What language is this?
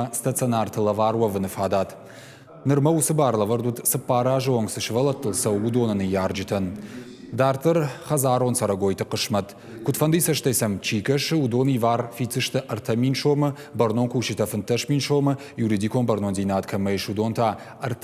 Ossetic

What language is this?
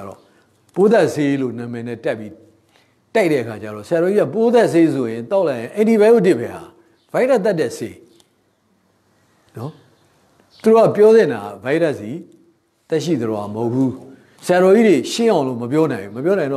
Burmese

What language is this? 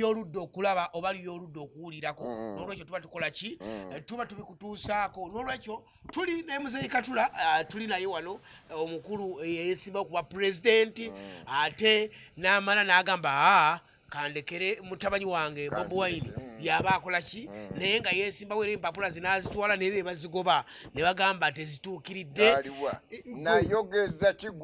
Ganda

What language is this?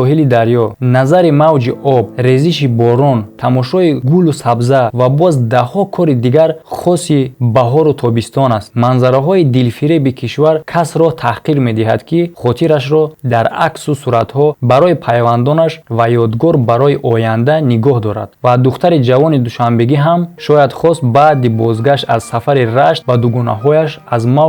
Tajik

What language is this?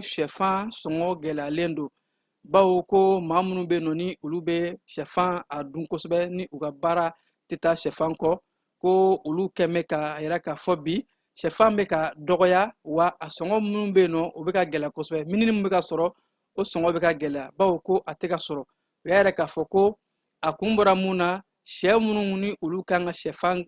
Bambara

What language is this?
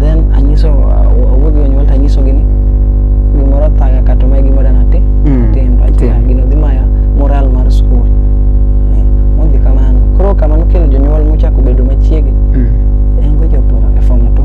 Luo (Kenya and Tanzania)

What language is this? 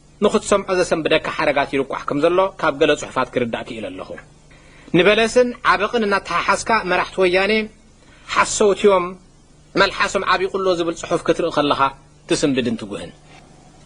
Tigrinya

